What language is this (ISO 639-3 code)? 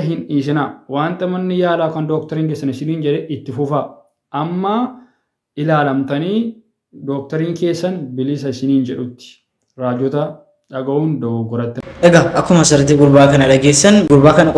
orm